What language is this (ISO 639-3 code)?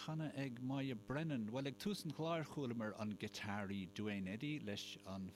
gle